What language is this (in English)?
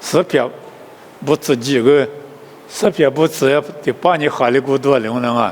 Lisu